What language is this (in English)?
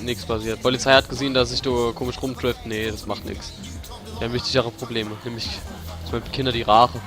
Palatine German